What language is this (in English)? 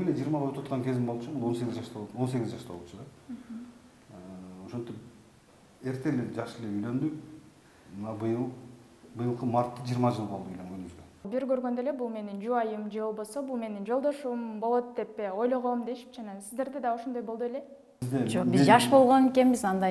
Kyrgyz